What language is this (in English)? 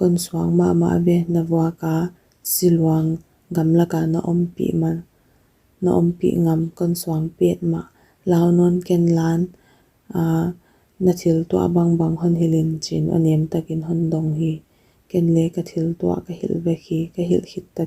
Paite Chin